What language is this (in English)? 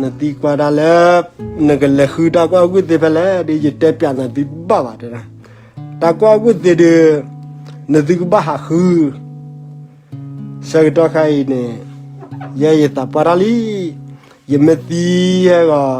S'gaw Karen